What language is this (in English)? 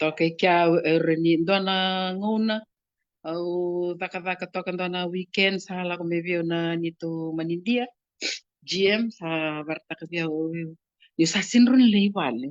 Fijian